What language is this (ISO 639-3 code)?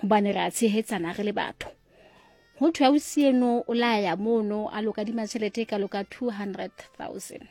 sot